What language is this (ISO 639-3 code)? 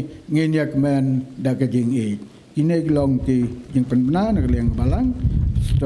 kha